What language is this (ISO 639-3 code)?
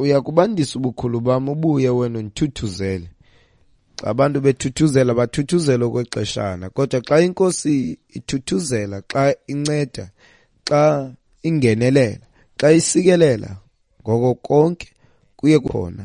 xho